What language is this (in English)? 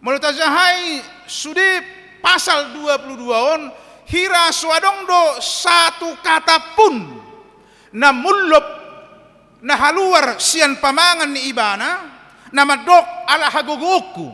Batak Toba